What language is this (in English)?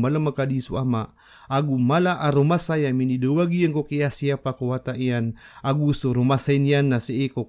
Maranao